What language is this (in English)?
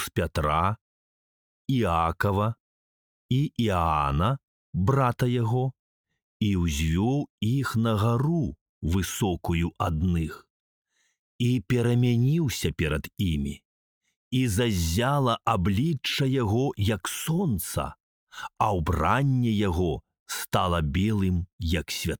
Belarusian